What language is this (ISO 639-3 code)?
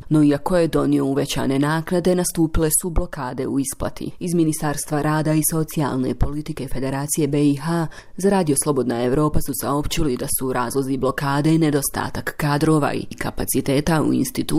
bos